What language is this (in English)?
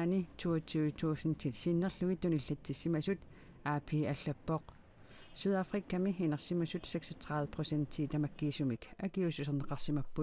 Kalaallisut